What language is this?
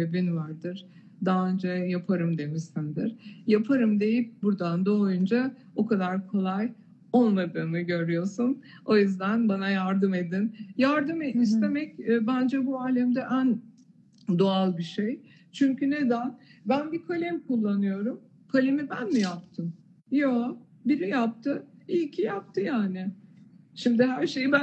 Turkish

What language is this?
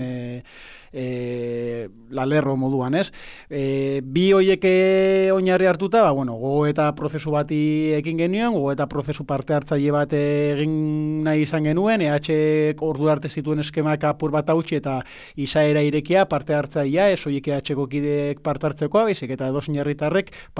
Basque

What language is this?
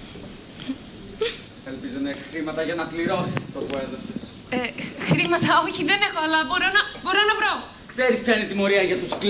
Greek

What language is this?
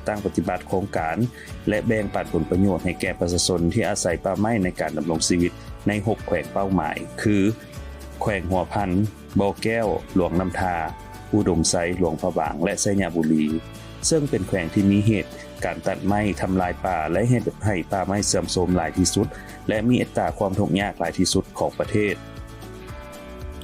Lao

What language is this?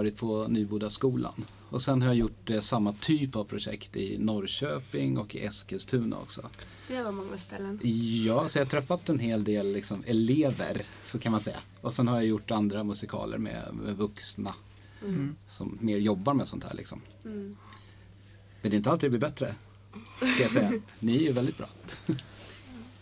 Swedish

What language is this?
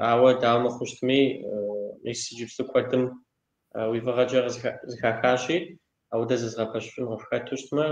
Kabardian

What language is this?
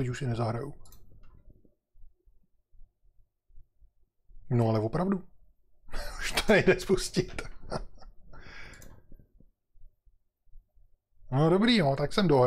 Czech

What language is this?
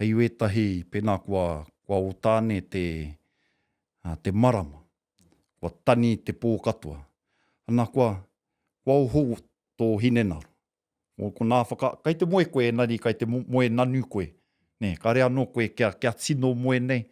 Māori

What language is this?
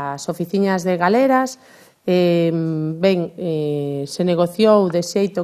Galician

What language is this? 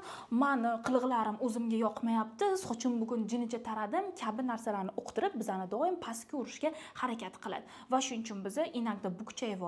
Uzbek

